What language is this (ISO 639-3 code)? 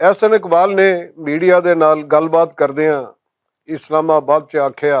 lah